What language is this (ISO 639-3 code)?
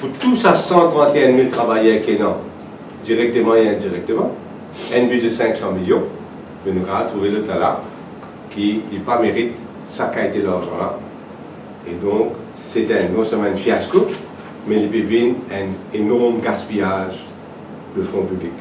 mfe